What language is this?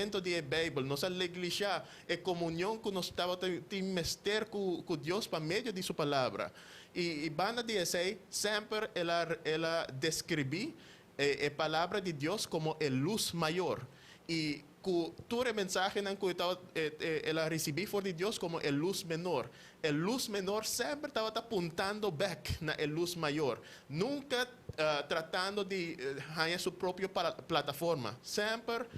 Papiamento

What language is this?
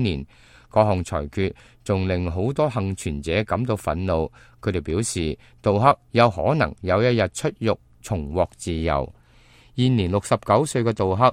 Cantonese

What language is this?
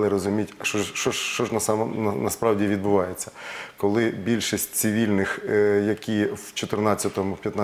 Ukrainian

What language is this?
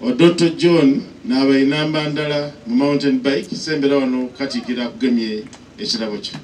Soga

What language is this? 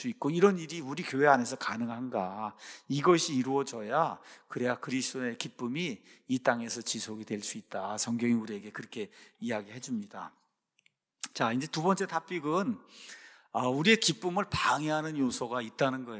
Korean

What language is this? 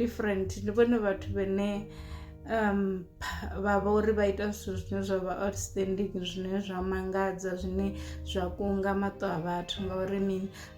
Venda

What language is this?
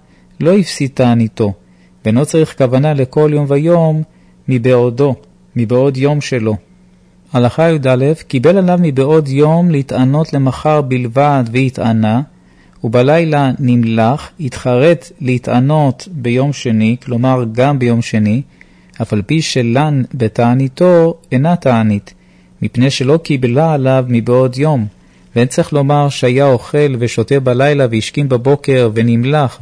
Hebrew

